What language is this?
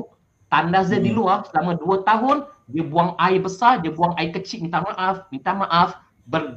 Malay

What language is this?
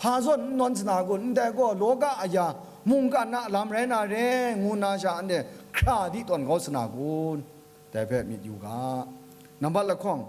Kachin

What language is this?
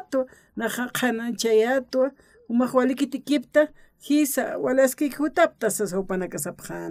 Aymara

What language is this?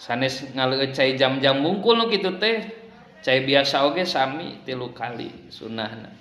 Sundanese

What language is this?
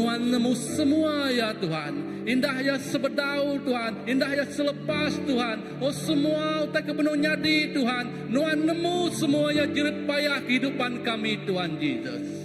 Iban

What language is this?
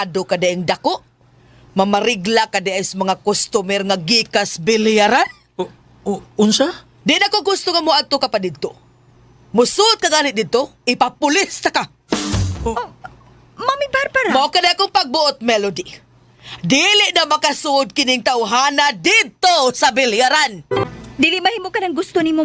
Cebuano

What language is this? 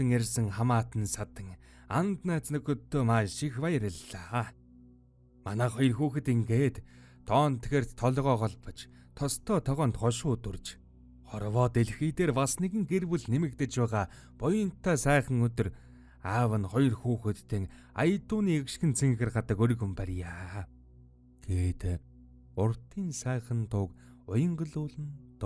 Mongolian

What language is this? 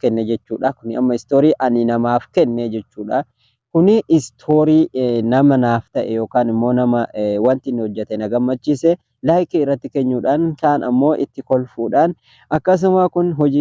Oromo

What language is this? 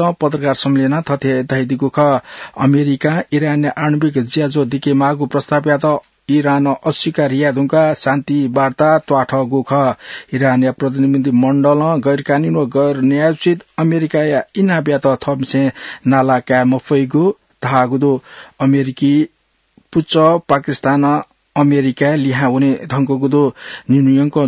Newari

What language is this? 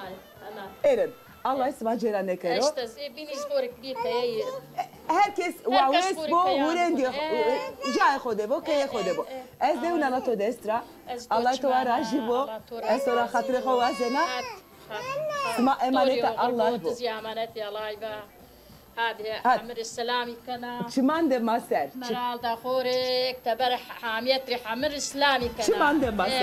Zaza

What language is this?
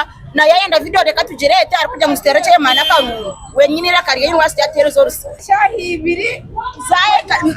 Nyankole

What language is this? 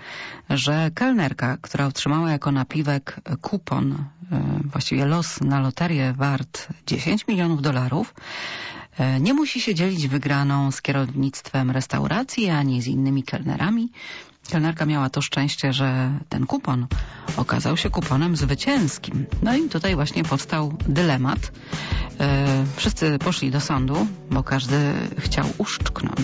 Polish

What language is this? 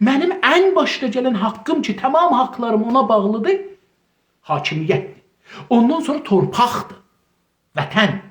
South Azerbaijani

